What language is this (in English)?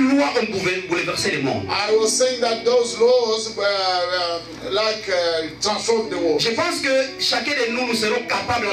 French